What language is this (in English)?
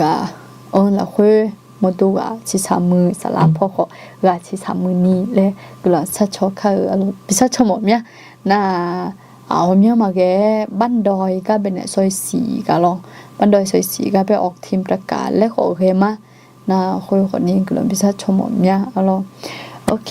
Akha